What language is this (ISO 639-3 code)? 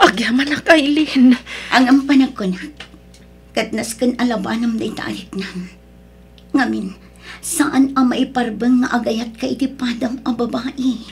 ilo